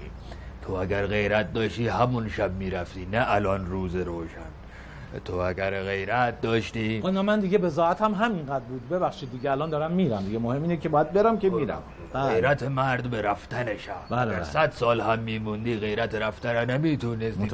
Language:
Persian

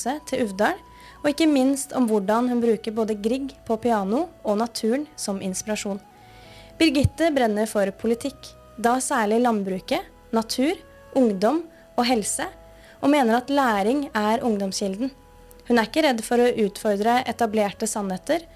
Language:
Norwegian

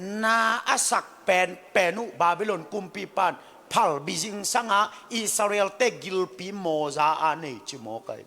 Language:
Tedim Chin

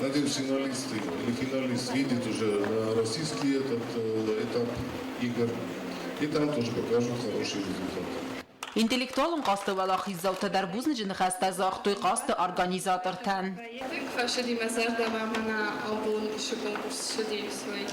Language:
Ossetic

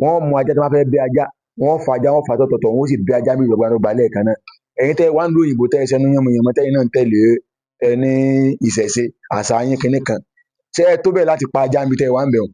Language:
Yoruba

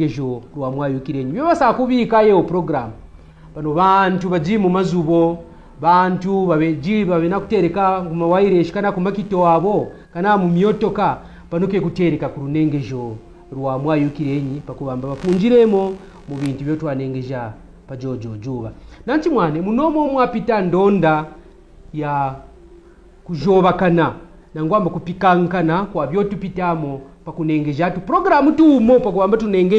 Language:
Kaonde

